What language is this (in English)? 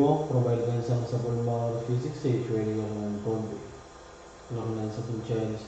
Pohnpeian